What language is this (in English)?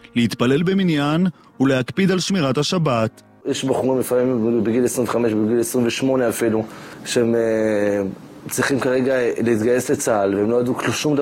Hebrew